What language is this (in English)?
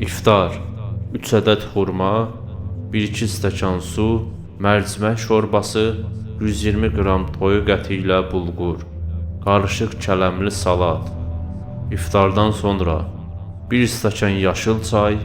Azerbaijani